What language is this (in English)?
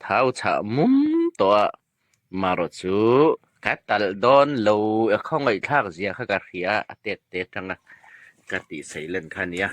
Hmar